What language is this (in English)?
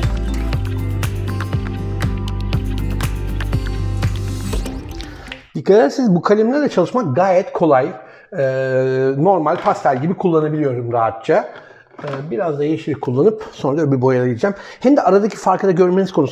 Turkish